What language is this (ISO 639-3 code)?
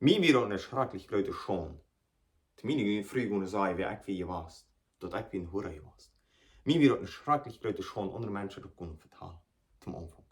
pdt